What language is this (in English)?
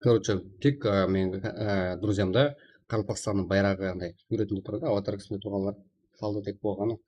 Kara-Kalpak